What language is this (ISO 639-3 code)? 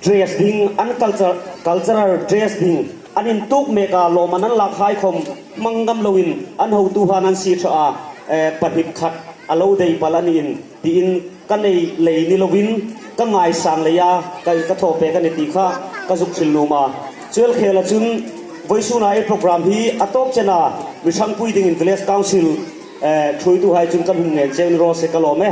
hmr